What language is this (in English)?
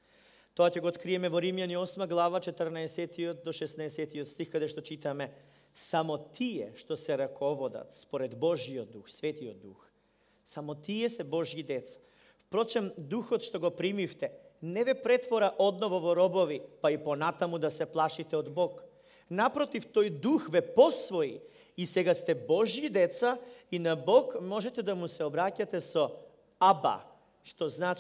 Macedonian